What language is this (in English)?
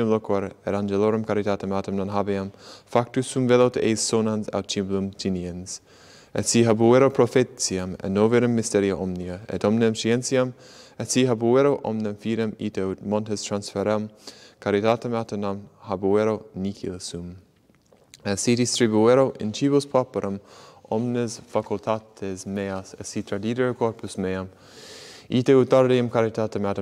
Latin